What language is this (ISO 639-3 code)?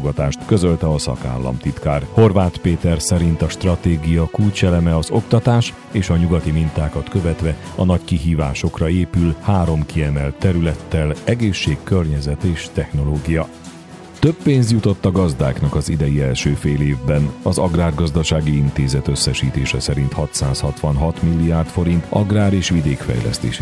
hun